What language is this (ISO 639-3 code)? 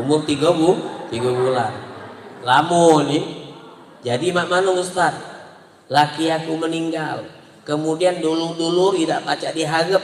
mui